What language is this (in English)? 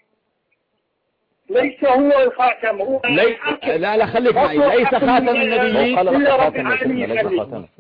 Arabic